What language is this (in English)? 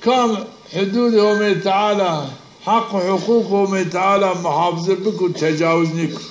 Zaza